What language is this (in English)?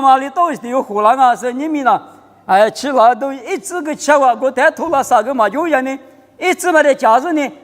Lisu